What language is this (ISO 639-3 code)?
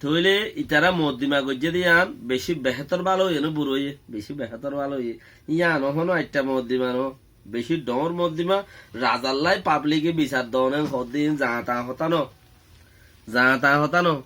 rhg